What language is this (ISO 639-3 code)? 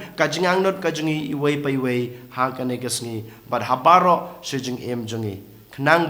kha